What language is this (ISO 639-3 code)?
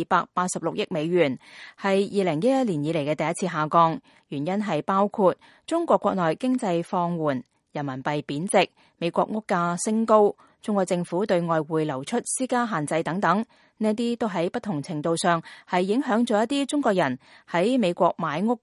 yue